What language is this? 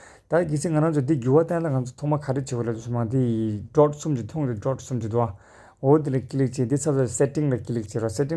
Tibetan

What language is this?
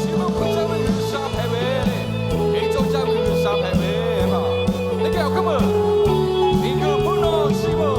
Lahu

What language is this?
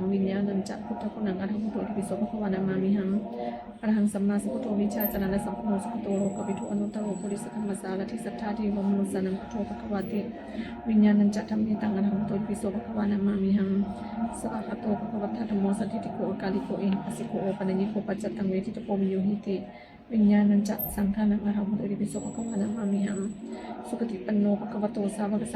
Pali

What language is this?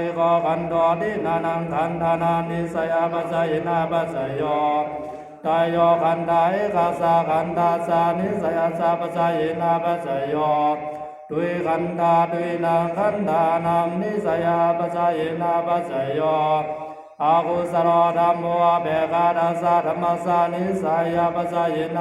Pali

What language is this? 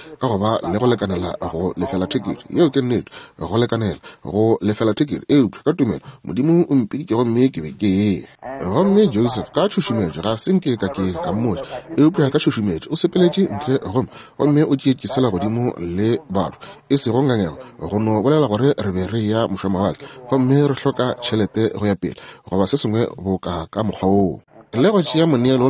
Northern Sotho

